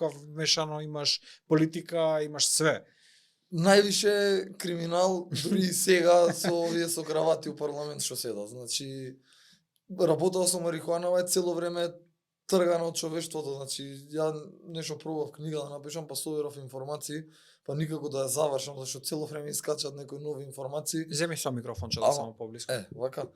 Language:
Macedonian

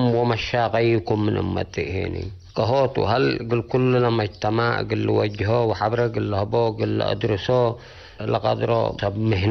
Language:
Tigre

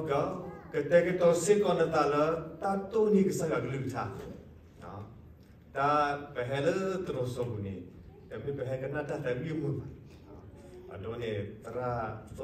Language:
S'gaw Karen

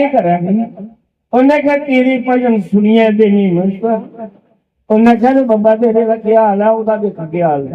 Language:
Dogri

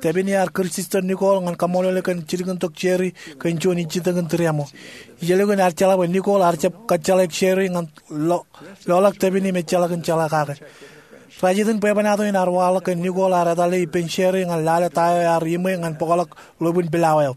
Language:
Marshallese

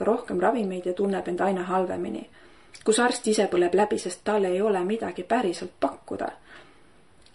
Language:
Estonian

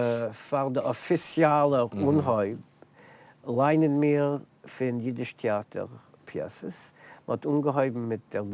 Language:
Yiddish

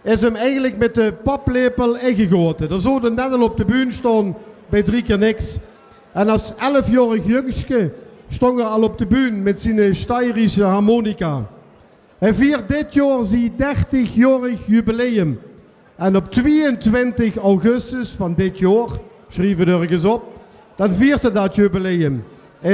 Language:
Limburgish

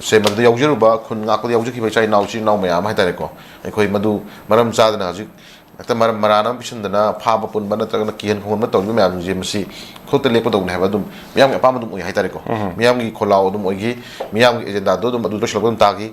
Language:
Manipuri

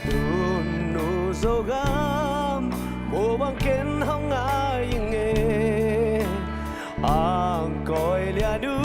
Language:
Tedim Chin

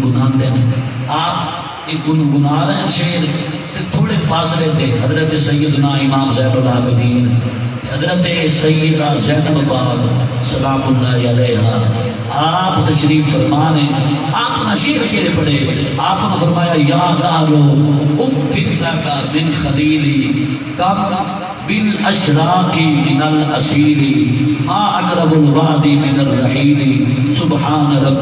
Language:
Saraiki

